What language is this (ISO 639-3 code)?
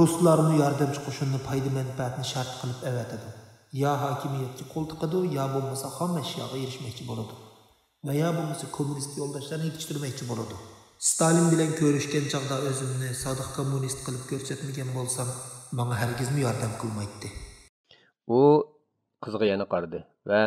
uig